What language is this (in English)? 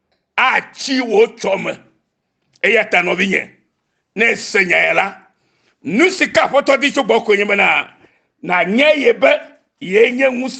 Ewe